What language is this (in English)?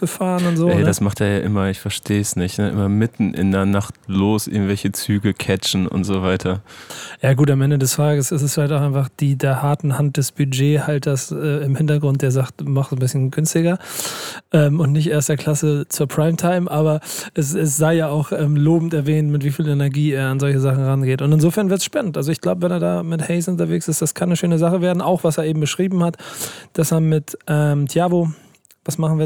German